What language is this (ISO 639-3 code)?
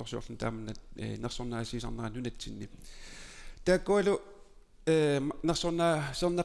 kal